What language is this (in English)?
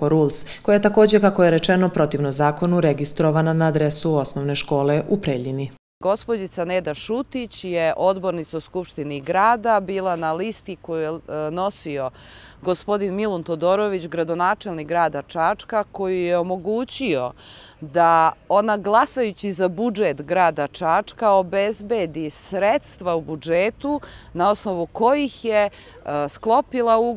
Serbian